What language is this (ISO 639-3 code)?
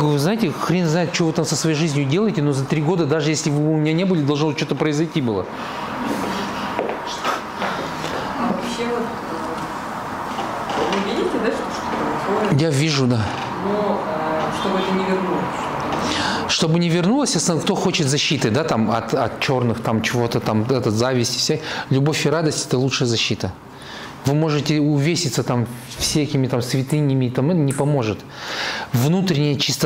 rus